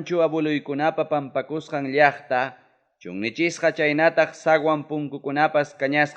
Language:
Ayacucho Quechua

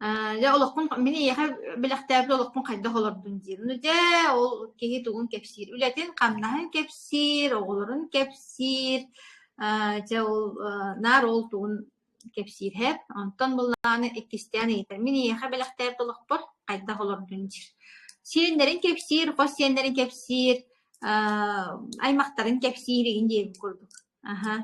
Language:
Yakut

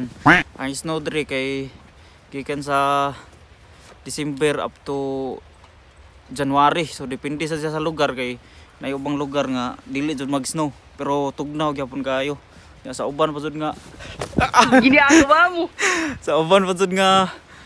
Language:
Cebuano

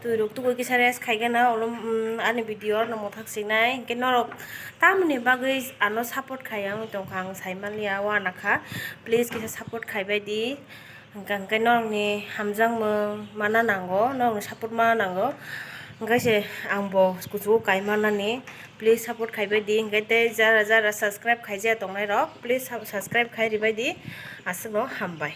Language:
Kok Borok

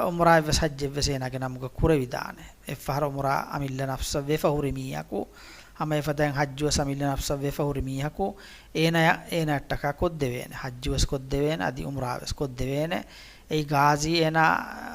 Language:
Divehi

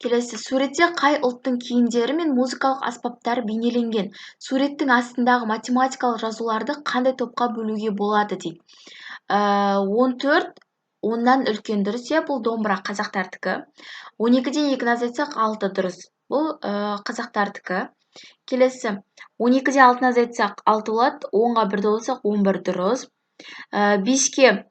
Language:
Kazakh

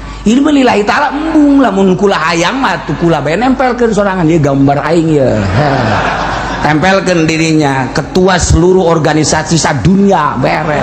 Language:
Sundanese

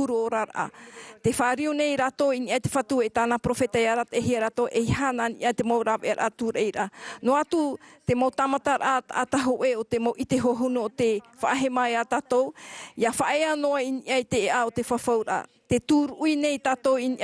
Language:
Tahitian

